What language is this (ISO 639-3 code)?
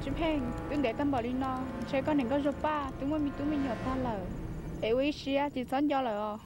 hmn